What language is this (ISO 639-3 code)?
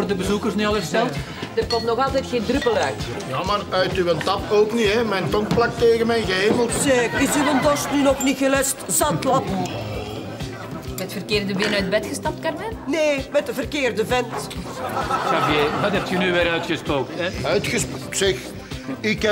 nld